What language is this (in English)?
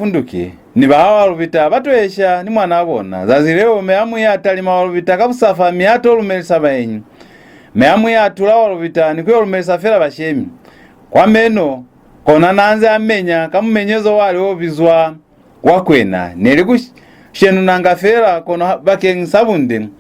Lozi